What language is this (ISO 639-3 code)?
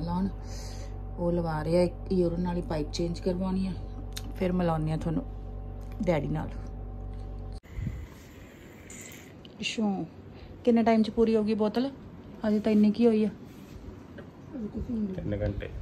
pan